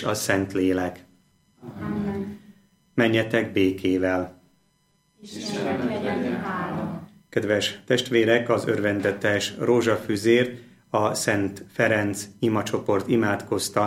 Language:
Hungarian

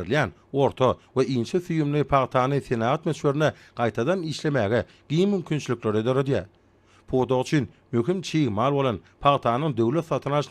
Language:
Turkmen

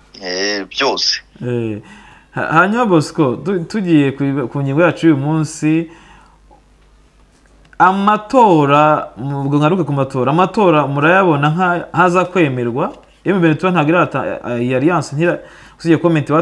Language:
Kinyarwanda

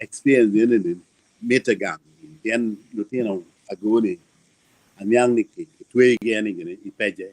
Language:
Acoli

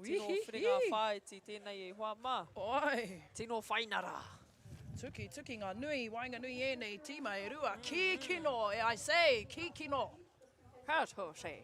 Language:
Māori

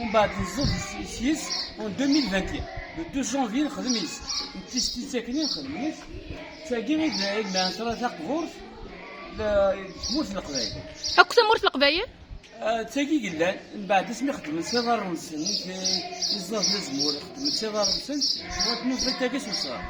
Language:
Kabyle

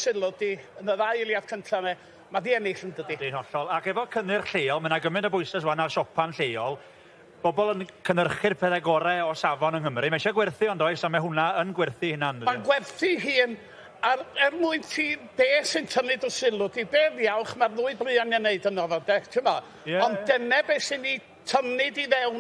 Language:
Welsh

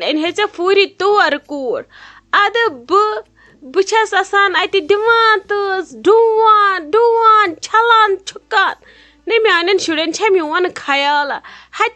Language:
Kashmiri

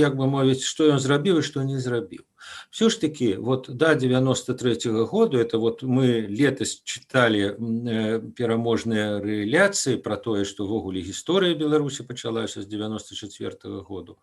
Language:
Belarusian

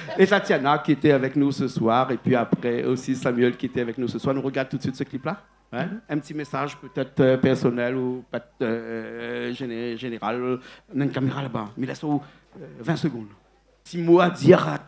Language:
Réunion Creole French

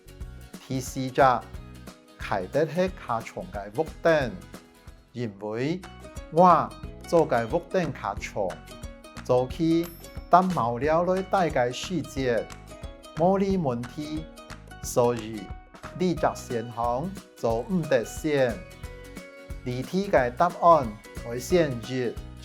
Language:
Hakka Chinese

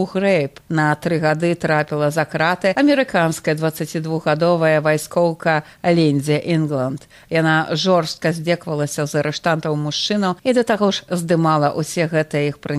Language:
Belarusian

